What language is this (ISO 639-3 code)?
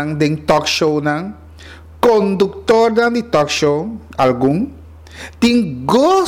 pap